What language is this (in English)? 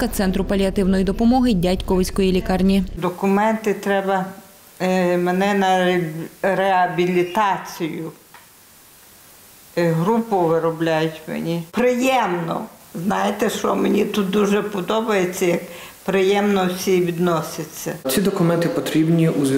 Ukrainian